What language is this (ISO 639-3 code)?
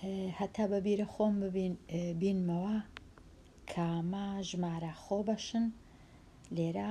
ckb